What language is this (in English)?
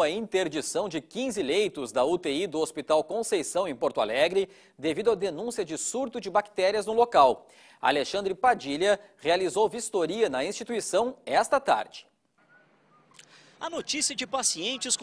Portuguese